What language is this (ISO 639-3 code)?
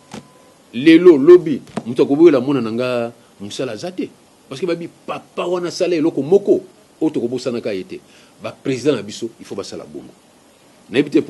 lin